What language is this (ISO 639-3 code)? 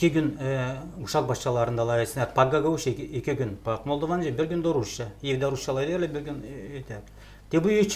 gag